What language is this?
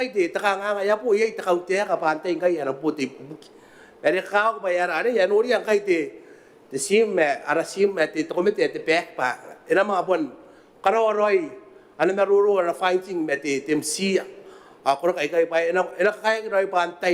Gilbertese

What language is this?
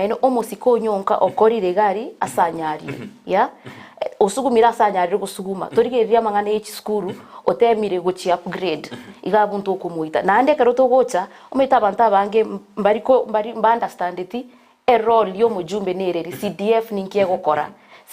Gusii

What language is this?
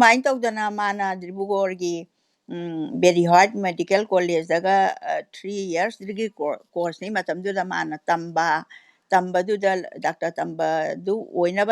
Manipuri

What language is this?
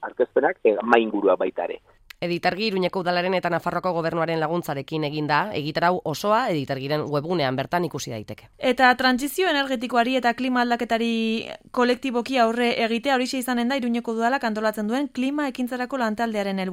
Basque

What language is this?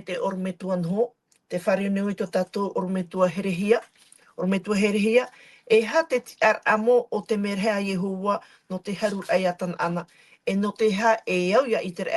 Tahitian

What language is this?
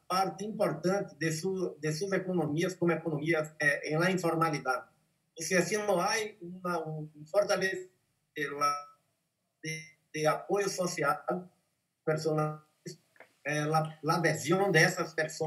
Portuguese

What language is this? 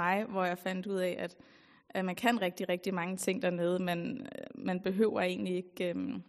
Danish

